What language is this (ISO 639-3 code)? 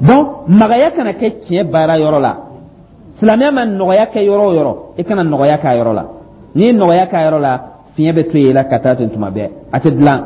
dyu